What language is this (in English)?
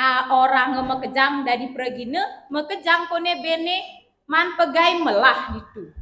Balinese